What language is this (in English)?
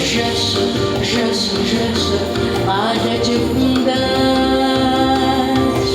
Kabardian